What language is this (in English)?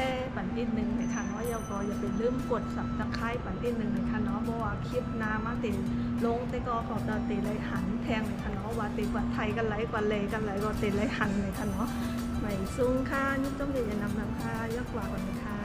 Shan